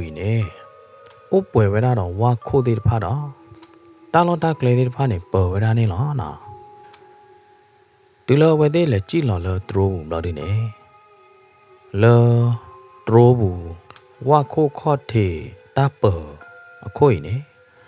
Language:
S'gaw Karen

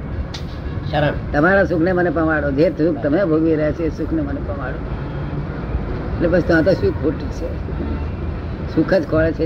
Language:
Gujarati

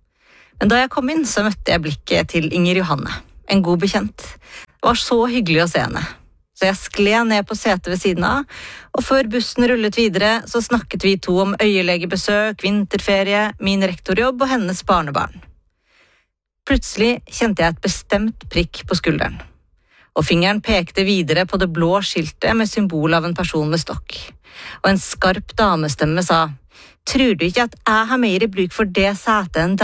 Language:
Norwegian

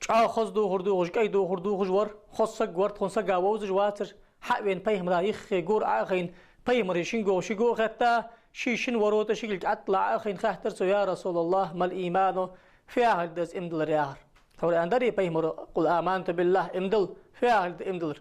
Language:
Ingush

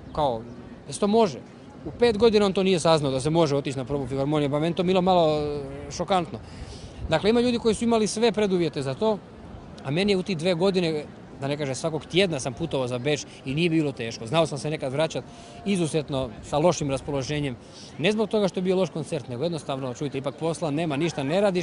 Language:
Croatian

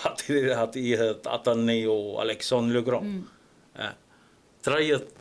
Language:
Tahitian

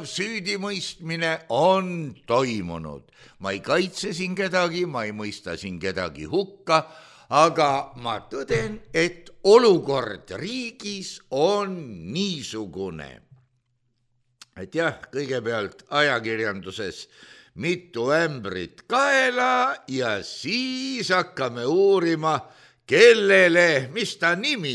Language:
Estonian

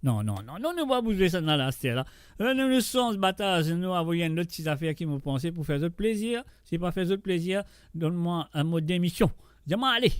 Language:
Morisyen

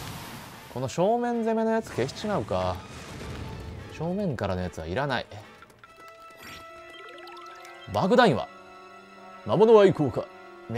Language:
Japanese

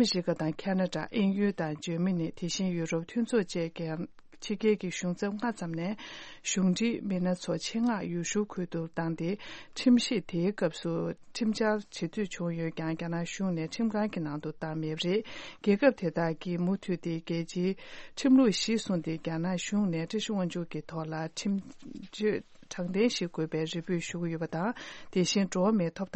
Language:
Tibetan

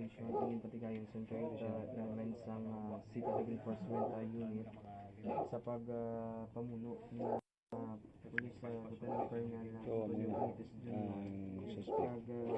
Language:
Hiligaynon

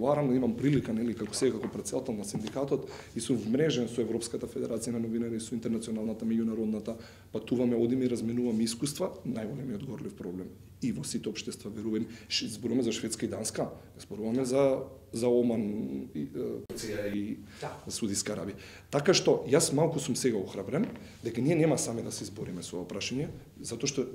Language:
Macedonian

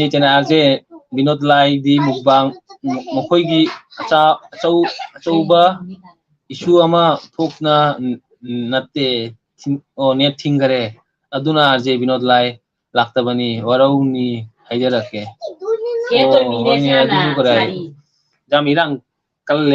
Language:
Manipuri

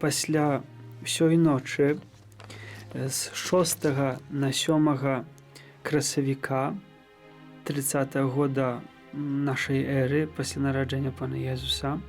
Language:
Belarusian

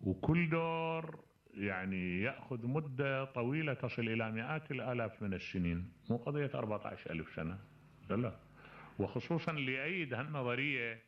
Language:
Mesopotamian Arabic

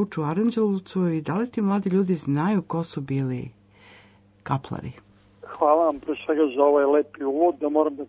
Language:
Serbian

